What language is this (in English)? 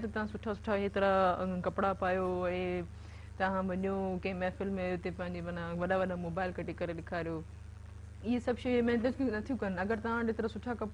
Sindhi